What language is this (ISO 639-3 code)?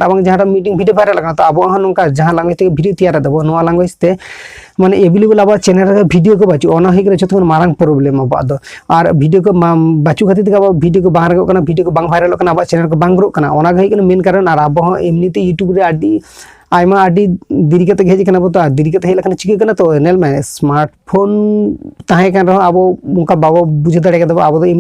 sat